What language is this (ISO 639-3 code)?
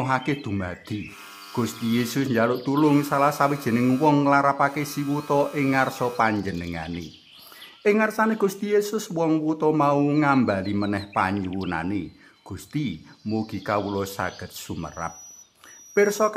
jav